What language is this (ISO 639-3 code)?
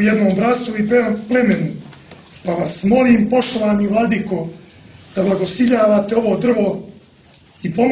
srp